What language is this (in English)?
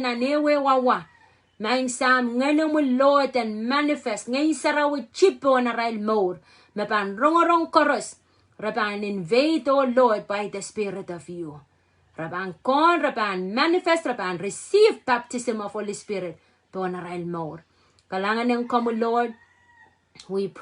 Pohnpeian